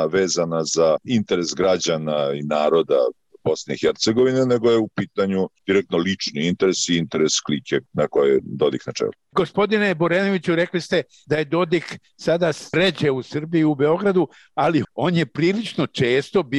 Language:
Bosnian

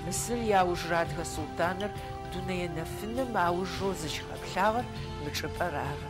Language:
Adyghe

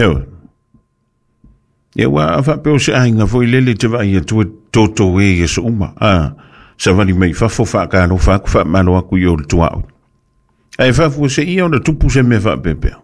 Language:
Samoan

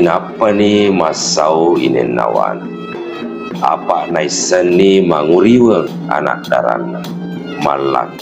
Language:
Buginese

